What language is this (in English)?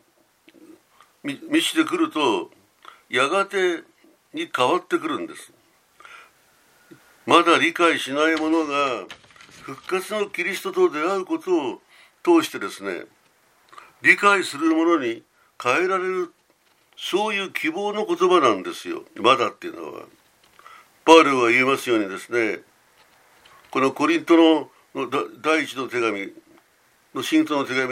Japanese